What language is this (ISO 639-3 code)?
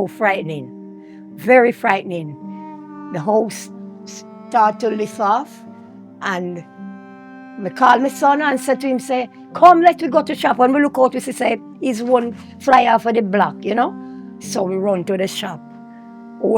jam